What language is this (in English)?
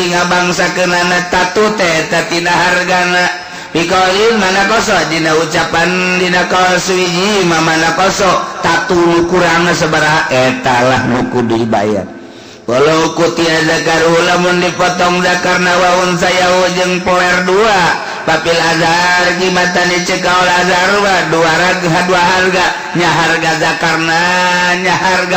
Sundanese